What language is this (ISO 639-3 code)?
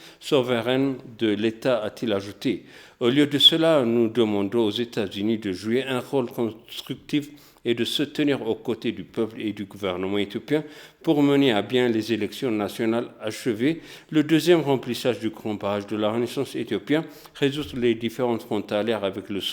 fra